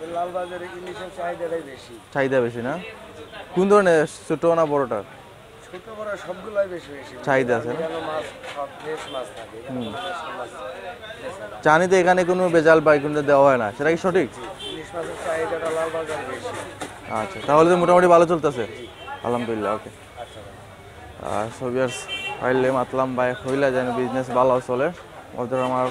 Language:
Sylheti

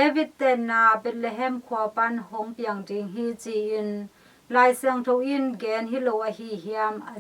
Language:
Tedim Chin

